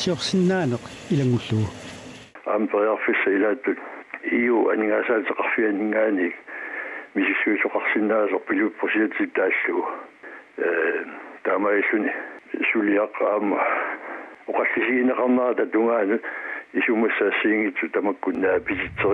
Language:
Kalaallisut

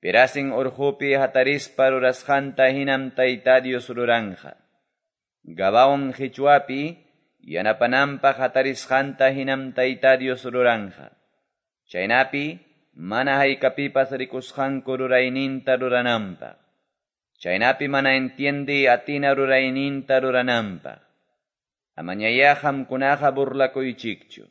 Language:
Quechua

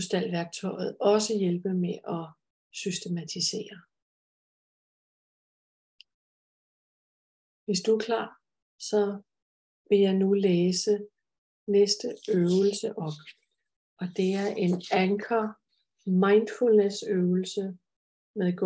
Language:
Danish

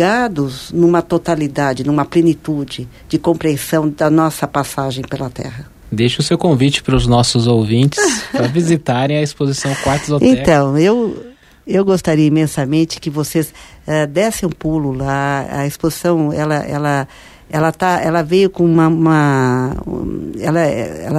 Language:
Portuguese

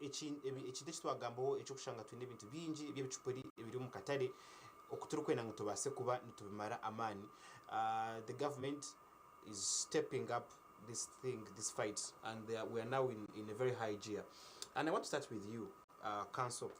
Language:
Nyankole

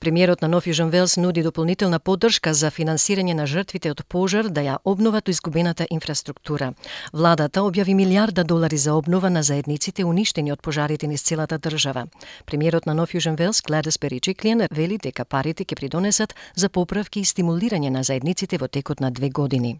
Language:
Macedonian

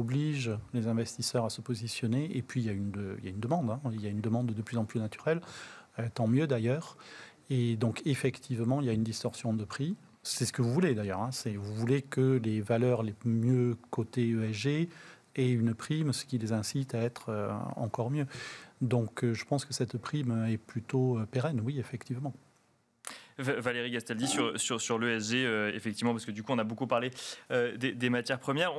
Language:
French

